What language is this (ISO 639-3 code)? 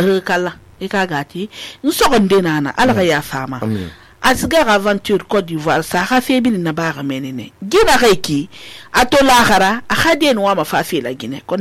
sus